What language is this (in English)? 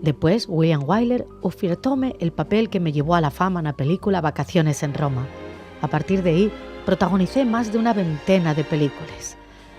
Asturian